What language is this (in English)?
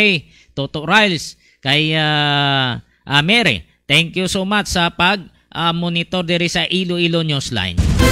Hiligaynon